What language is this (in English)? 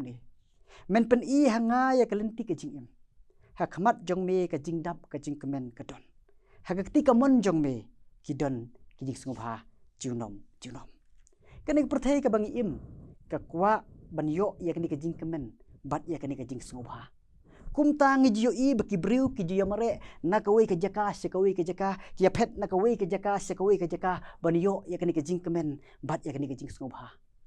Khasi